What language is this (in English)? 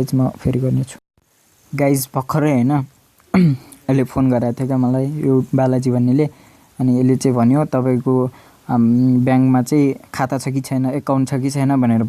Nepali